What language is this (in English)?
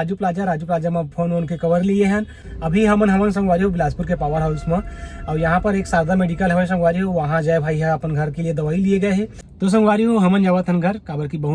Chhattisgarhi